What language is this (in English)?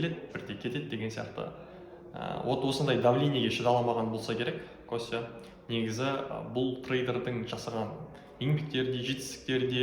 Kazakh